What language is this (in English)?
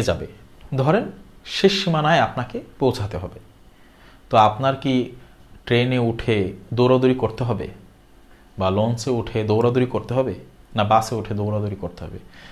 Bangla